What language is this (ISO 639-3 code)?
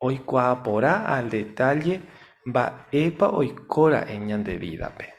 grn